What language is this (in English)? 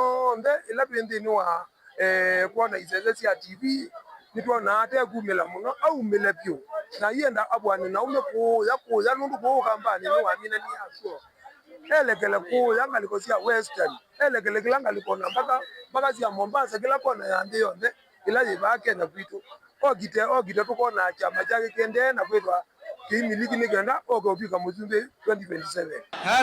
Kamba